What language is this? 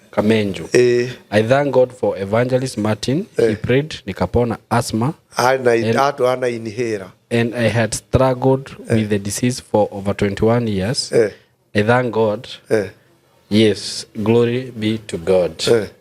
Kikuyu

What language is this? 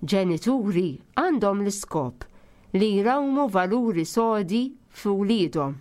Maltese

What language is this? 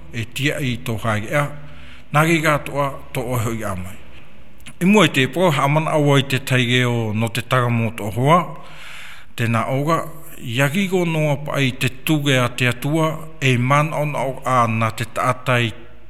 Tahitian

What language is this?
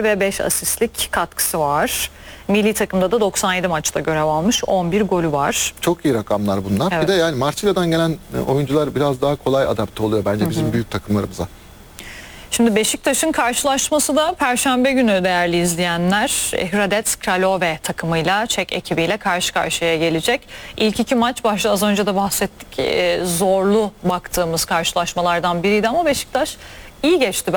Turkish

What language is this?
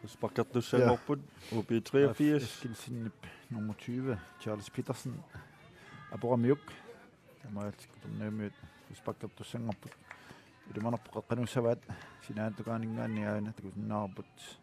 Kalaallisut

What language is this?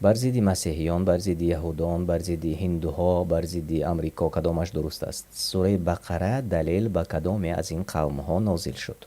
Tajik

